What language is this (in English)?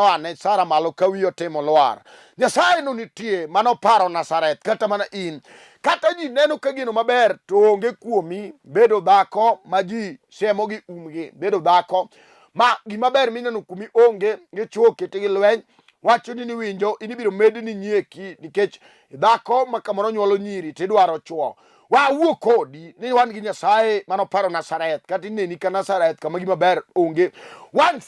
Luo (Kenya and Tanzania)